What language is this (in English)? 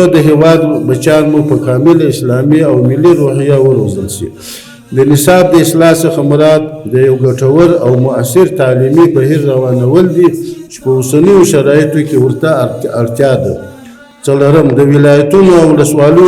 Pashto